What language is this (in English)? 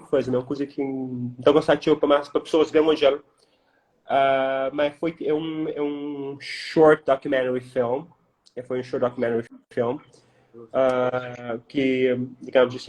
Kabuverdianu